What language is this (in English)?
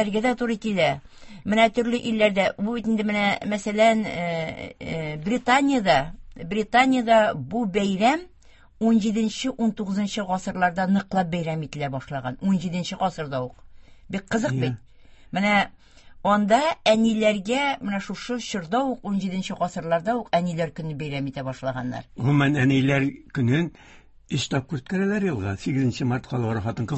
Tatar